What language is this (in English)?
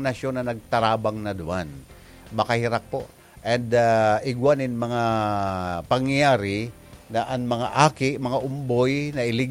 Bikol